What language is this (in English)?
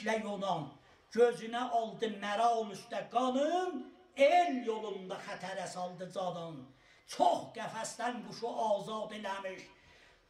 South Azerbaijani